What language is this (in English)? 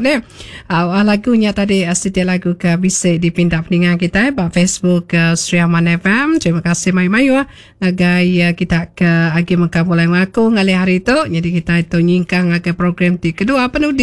Iban